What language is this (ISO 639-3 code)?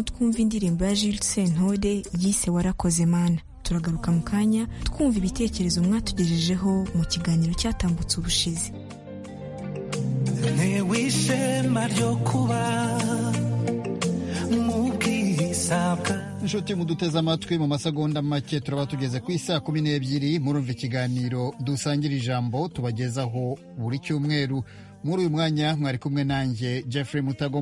kin